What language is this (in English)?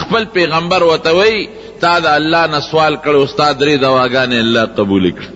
Pashto